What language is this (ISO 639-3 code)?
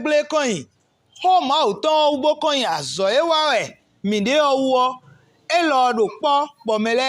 fon